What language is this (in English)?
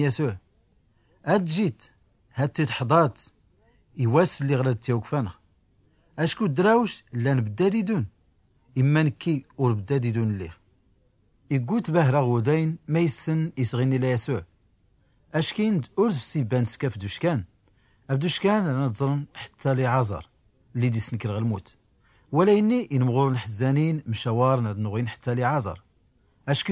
Tachelhit